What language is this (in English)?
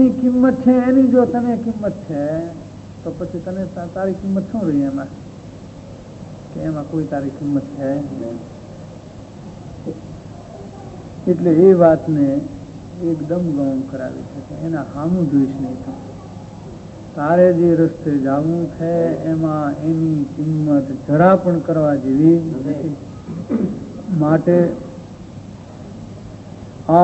Gujarati